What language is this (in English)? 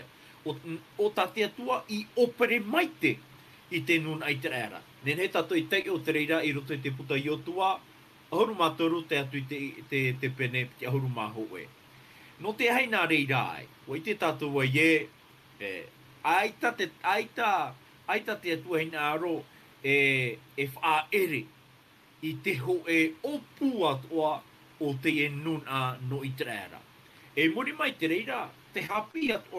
Tahitian